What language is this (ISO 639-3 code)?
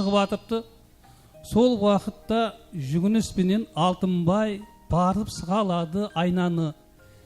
kaa